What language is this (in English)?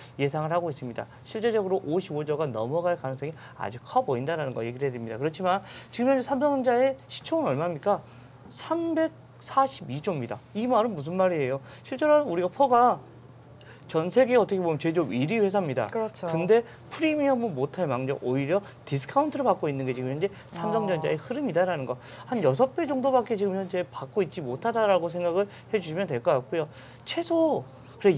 Korean